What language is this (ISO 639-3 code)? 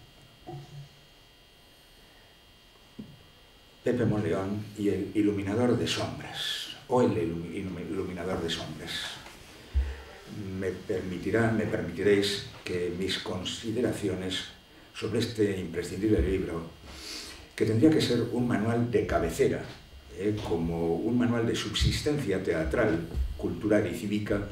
spa